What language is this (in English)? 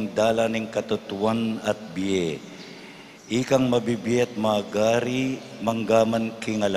Pampanga